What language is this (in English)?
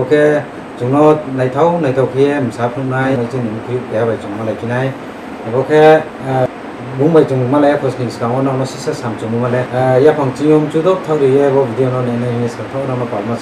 Riang (India)